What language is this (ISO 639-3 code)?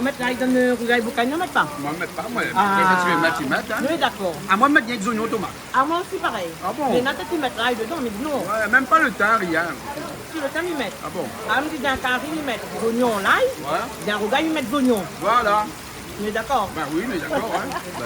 rcf